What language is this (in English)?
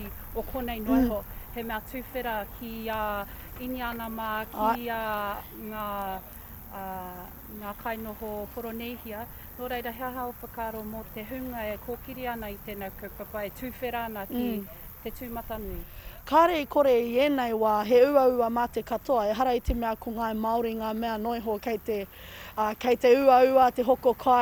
Māori